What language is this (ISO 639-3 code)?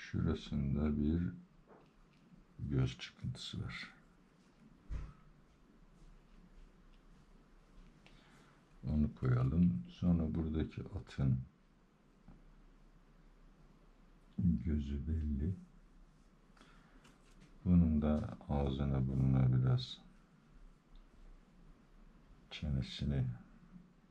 tur